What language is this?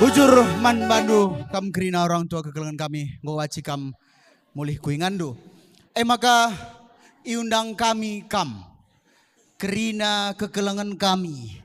Batak Karo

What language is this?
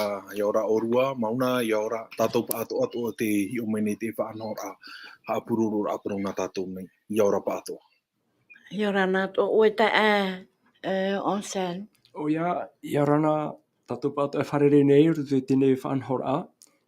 Tahitian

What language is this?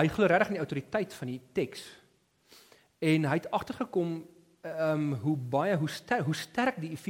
Afrikaans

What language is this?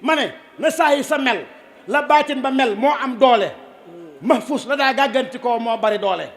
Wolof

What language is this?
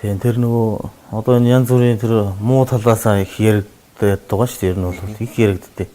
Mongolian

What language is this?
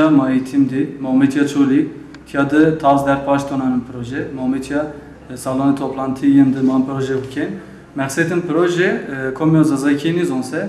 Zaza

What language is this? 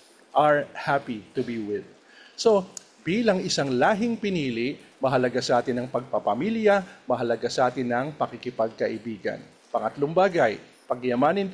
Filipino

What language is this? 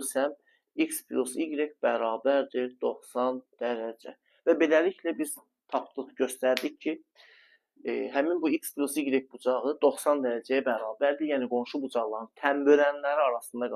Azerbaijani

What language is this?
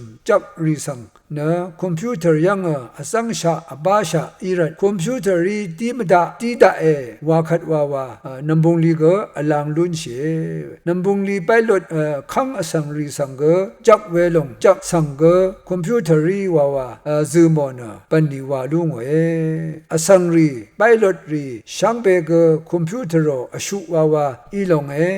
Rawang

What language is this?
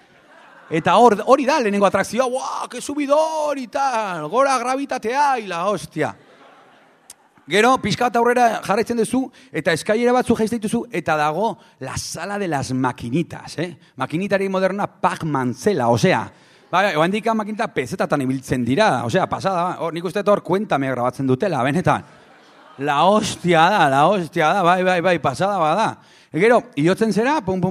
Basque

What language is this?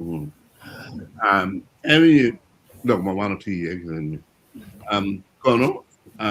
Acoli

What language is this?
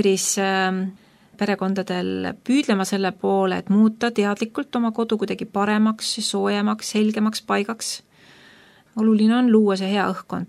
Estonian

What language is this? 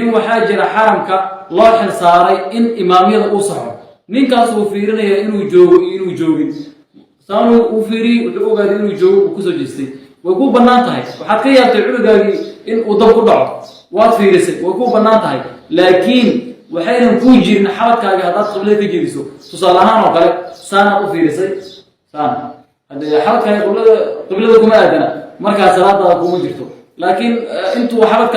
Somali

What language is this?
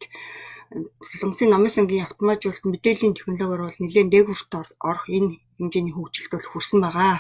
Mongolian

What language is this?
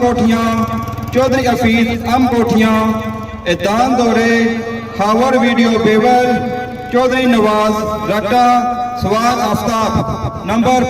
Pahari-Potwari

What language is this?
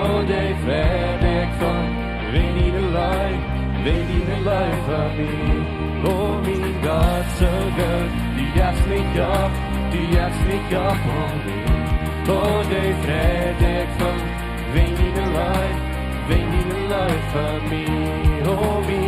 Plautdietsch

